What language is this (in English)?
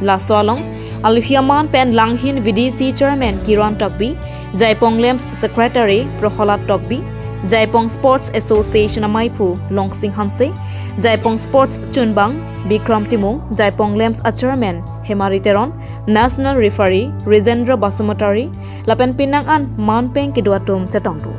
Karbi